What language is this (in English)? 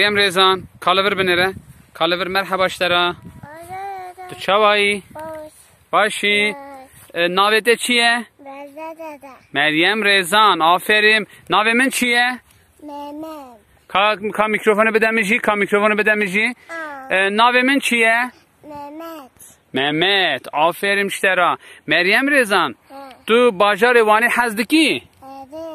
Kurdish